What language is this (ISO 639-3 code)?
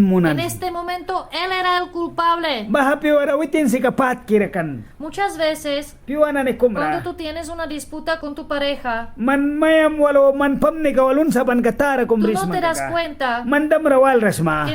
miq